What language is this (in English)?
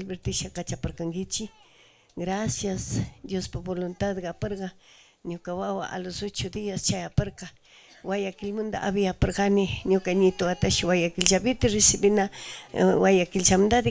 Chimborazo Highland Quichua